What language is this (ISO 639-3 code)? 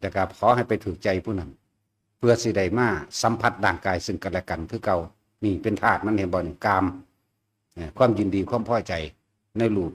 tts